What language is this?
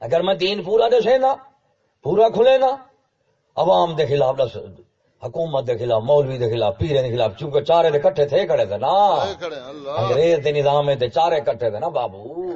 Saraiki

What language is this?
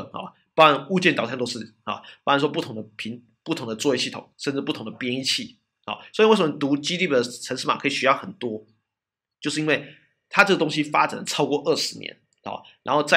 Chinese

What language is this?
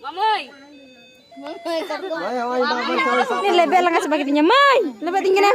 Santali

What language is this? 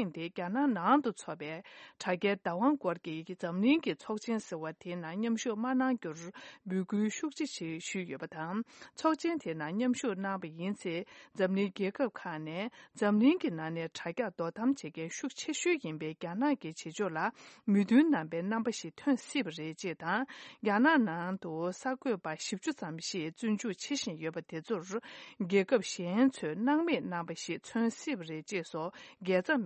Tibetan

